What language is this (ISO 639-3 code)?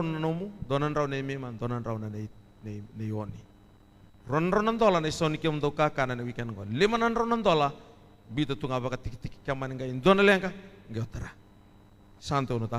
fij